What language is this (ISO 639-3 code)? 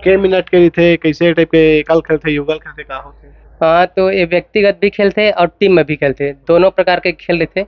hne